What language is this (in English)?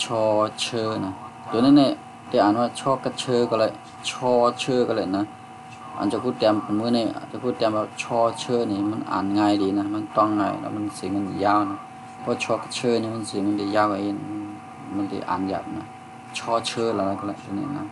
Shan